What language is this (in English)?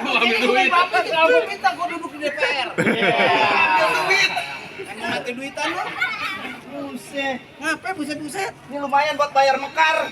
Betawi